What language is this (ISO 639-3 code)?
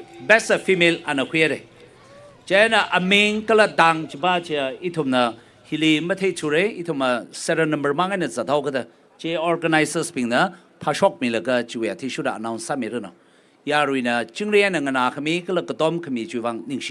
nmf